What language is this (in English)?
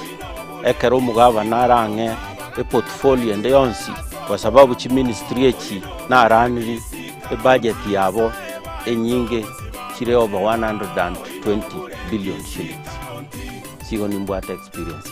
Gusii